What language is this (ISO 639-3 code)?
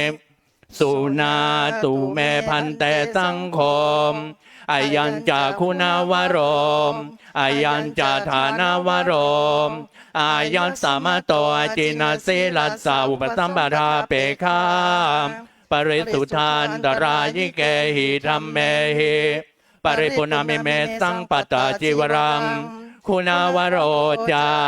pli